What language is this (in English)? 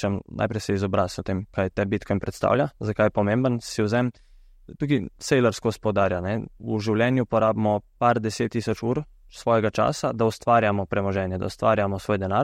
Slovenian